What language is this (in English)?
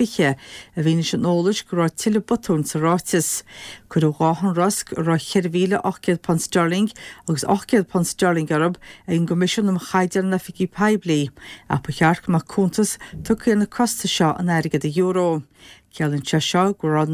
Irish